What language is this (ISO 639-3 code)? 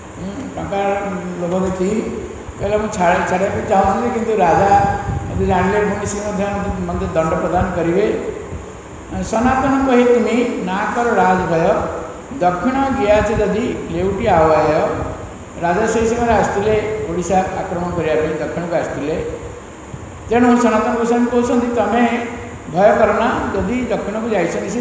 ori